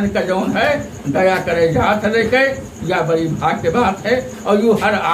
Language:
Awadhi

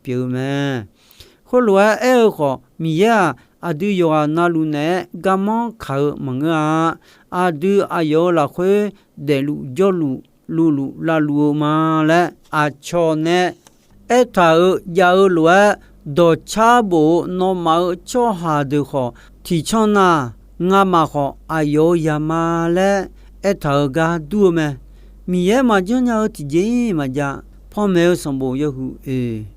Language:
Akha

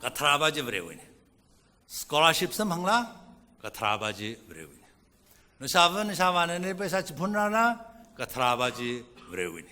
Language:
Tangkhul Naga (India)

